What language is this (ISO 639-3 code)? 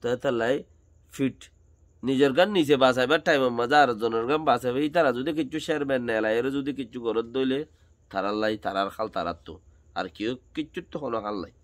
rhg